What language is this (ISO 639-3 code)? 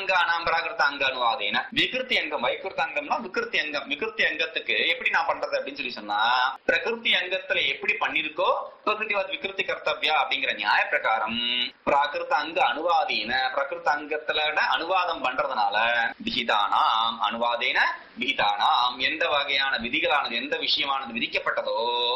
tam